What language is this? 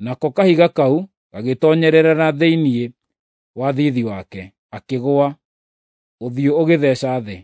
Kikuyu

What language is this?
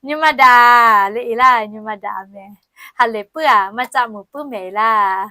Lahu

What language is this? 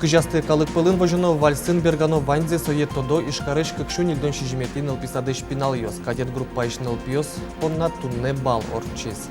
Udmurt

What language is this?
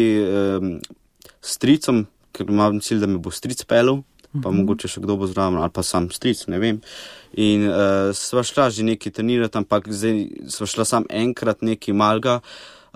Slovenian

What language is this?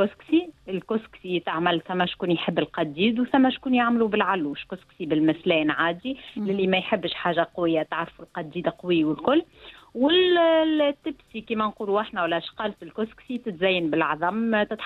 Tunisian Arabic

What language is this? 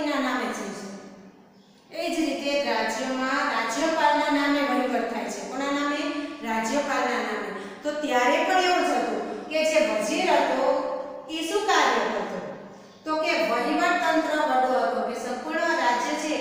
Gujarati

